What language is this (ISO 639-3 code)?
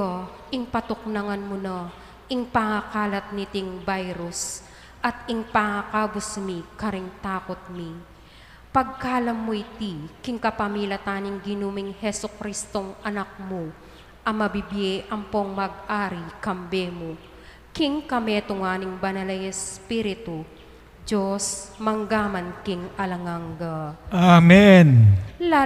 pam